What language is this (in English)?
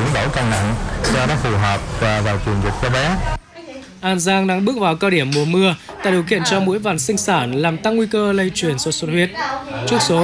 Vietnamese